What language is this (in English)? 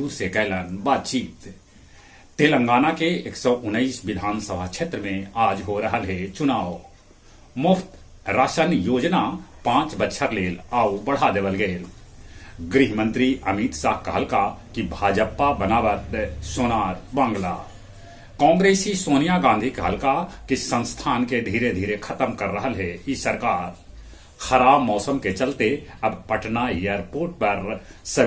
Magahi